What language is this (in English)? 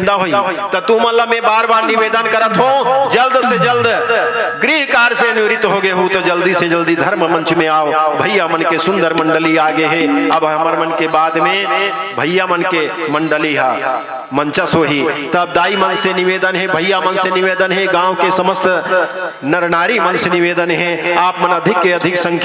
Chhattisgarhi